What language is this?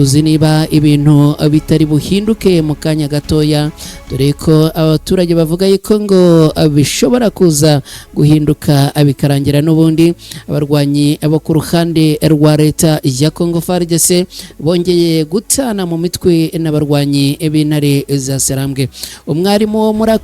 Kinyarwanda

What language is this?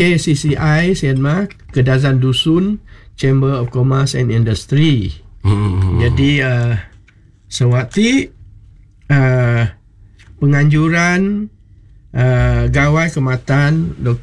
Malay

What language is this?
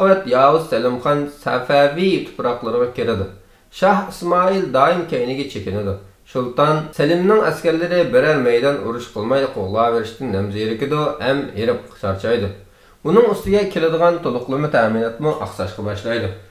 Uyghur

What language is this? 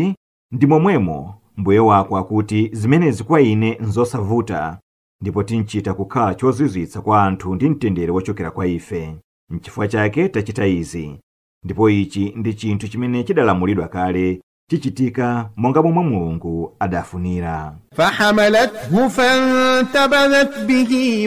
Nyanja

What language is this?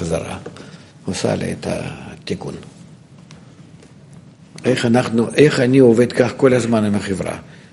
Hebrew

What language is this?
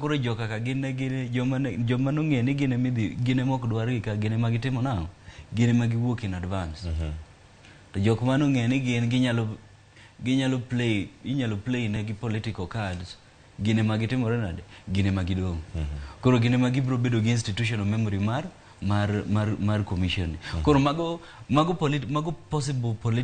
Luo (Kenya and Tanzania)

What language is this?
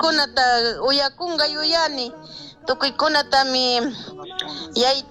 Chimborazo Highland Quichua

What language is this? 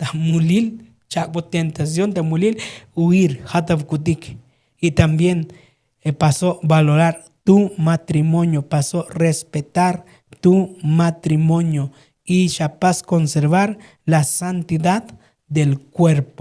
Tzotzil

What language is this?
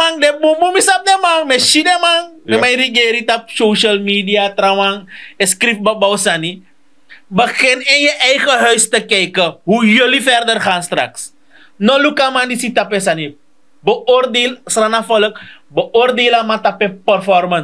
Sranan Tongo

